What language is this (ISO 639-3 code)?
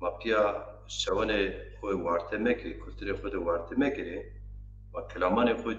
zza